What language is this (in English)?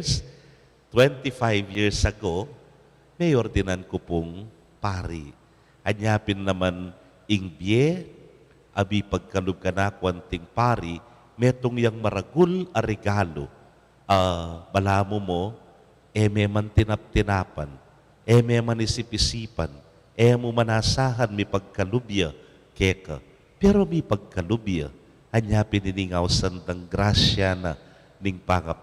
Pampanga